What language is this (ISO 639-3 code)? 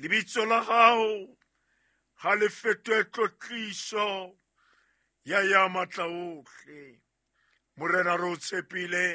sot